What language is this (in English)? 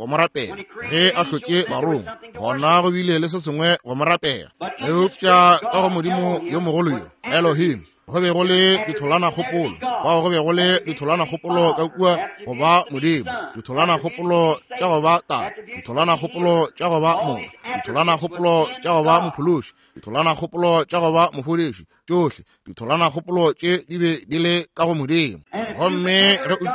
Northern Sotho